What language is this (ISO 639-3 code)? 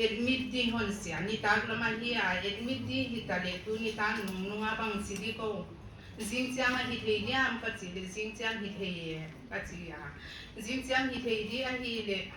pck